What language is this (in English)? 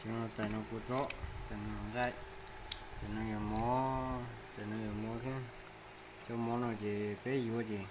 Hmong